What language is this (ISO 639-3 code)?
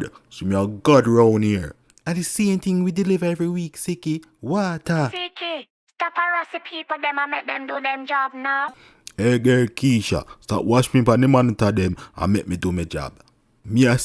jam